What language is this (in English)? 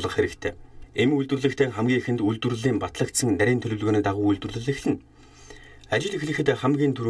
Mongolian